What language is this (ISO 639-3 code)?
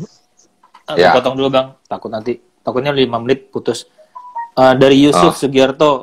ind